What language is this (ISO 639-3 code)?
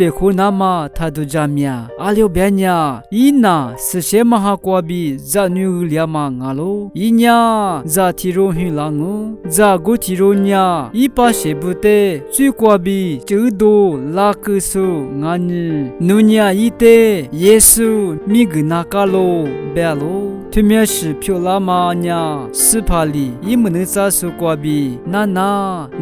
lis